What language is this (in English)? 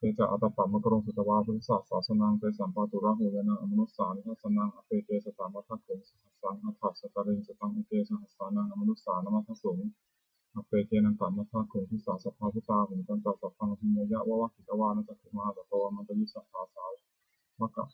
Pali